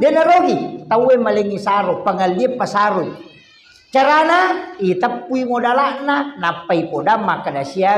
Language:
Buginese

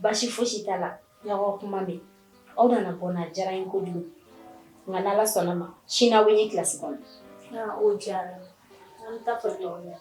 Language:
Bambara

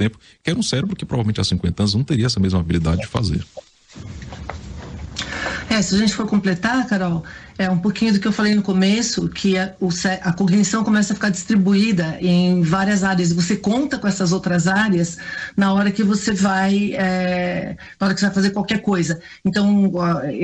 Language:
Portuguese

